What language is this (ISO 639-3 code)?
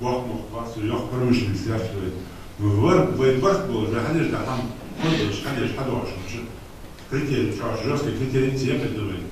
inh